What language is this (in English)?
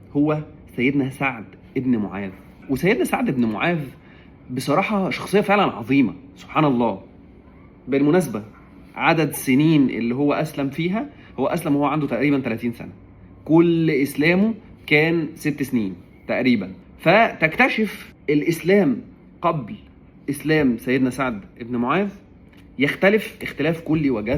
Egyptian Arabic